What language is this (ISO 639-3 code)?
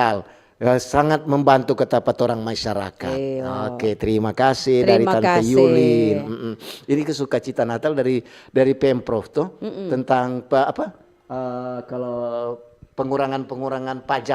xmm